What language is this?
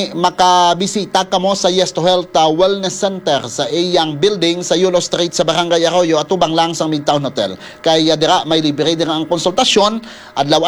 Hiligaynon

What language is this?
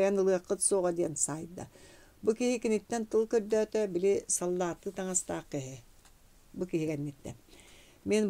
Yakut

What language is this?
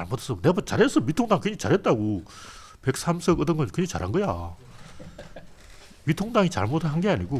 Korean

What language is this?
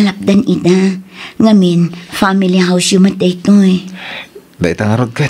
Iloko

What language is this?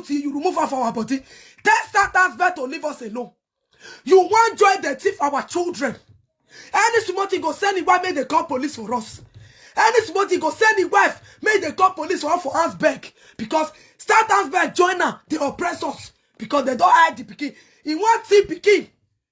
Nigerian Pidgin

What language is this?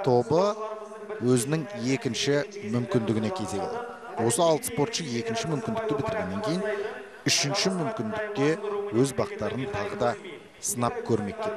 Kazakh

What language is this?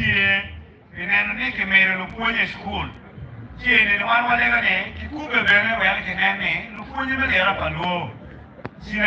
Acoli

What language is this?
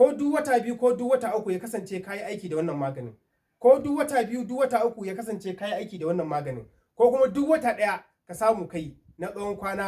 Hausa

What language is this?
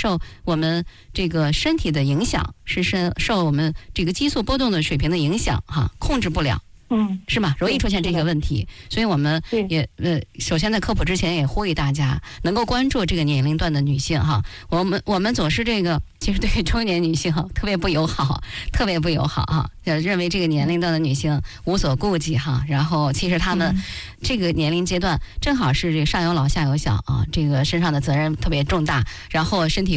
Chinese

